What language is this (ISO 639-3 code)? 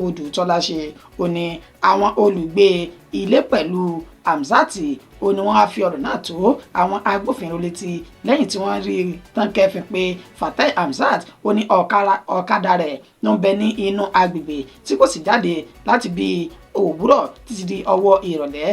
yor